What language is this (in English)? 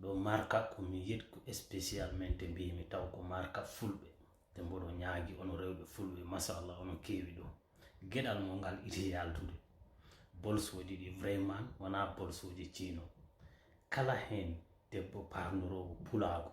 Fula